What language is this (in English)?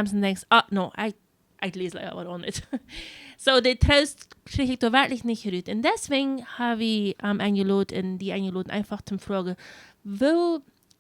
Plautdietsch